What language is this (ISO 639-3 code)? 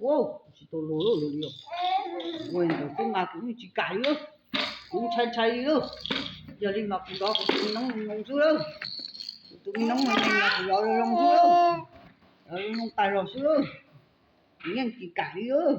hmn